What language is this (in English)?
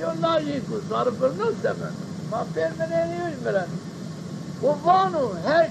Zaza